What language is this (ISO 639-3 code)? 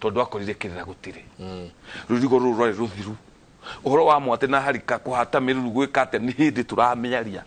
kik